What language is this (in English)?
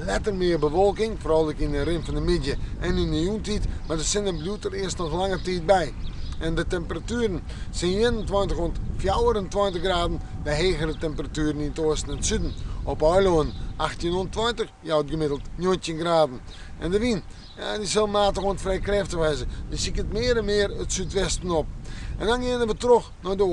Western Frisian